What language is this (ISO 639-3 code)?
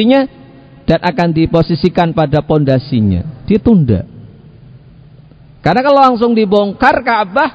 ind